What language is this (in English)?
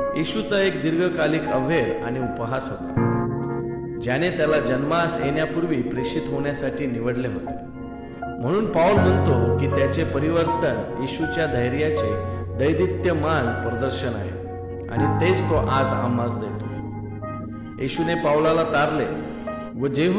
Marathi